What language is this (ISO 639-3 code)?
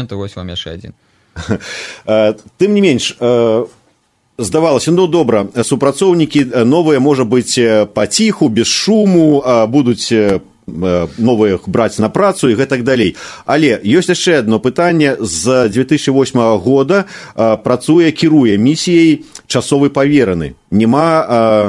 bel